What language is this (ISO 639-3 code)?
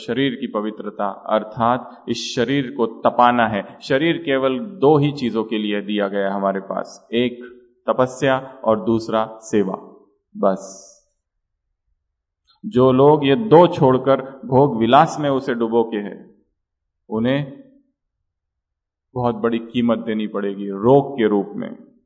hin